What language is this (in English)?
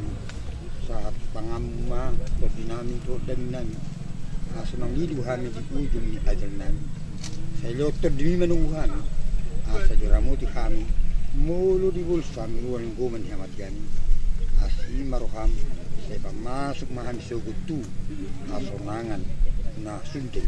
Batak Toba